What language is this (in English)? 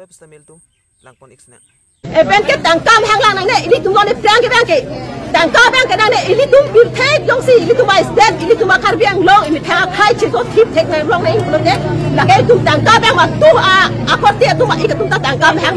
Karbi